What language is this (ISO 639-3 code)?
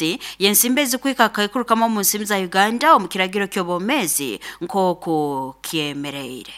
nyo